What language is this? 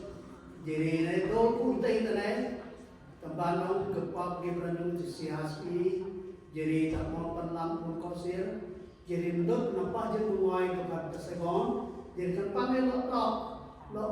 Central Mnong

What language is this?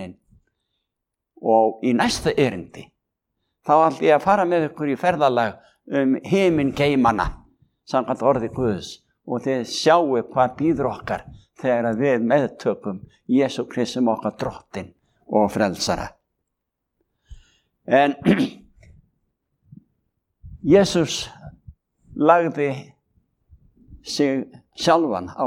Icelandic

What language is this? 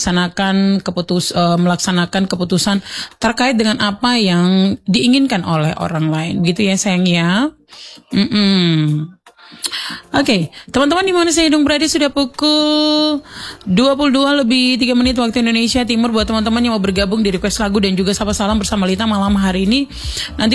Indonesian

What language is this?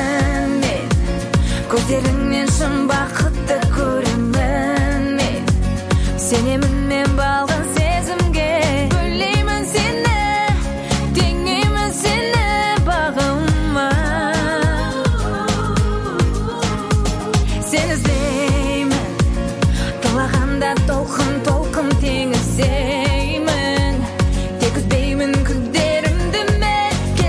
Kazakh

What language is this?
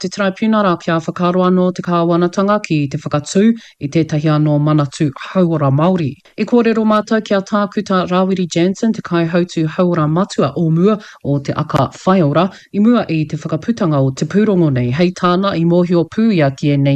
Māori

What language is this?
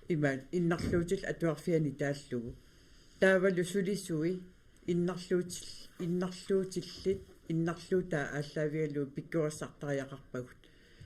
Kalaallisut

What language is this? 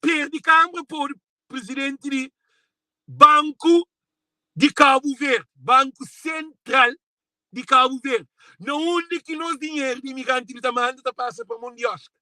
Kabuverdianu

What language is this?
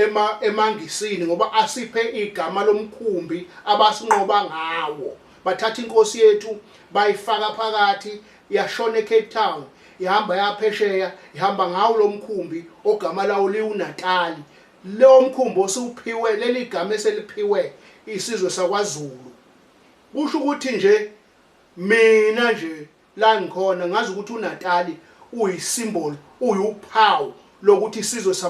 Zulu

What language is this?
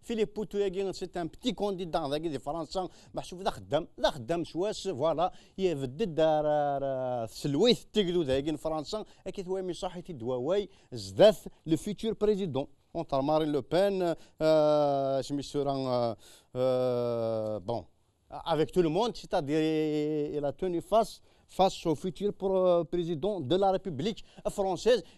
Kabyle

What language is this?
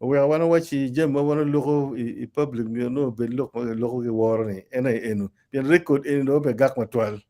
Acoli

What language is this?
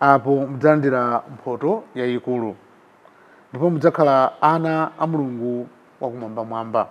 Nyanja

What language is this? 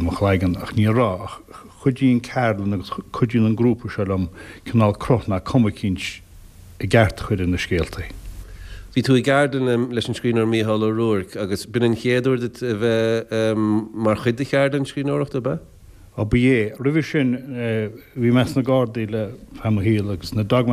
Irish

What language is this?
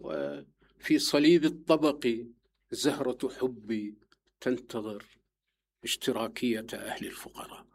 Mesopotamian Arabic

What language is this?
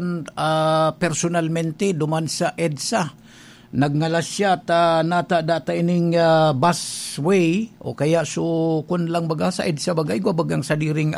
Bikol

